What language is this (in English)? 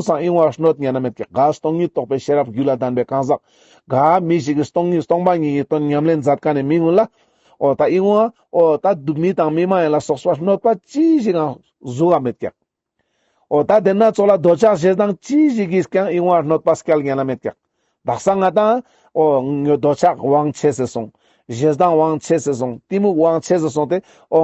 Ladakhi